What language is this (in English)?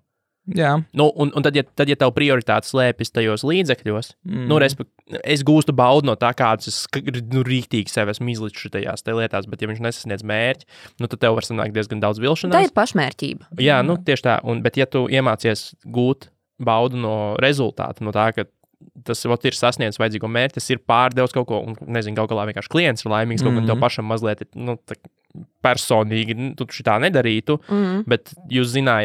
Latvian